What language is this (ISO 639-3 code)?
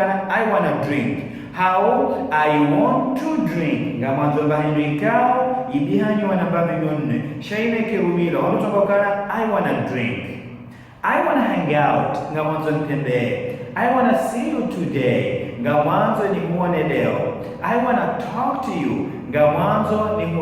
zdj